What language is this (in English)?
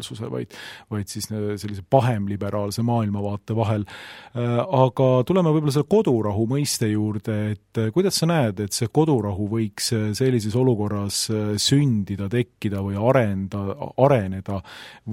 Estonian